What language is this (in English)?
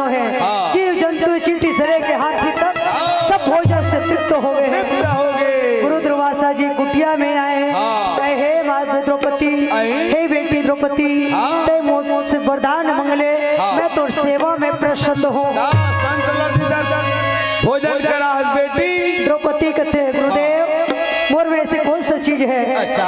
Chhattisgarhi